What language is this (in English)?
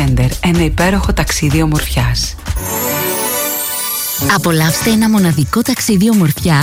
Greek